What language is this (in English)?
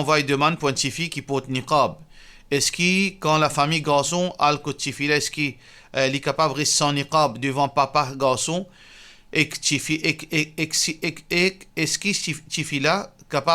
Morisyen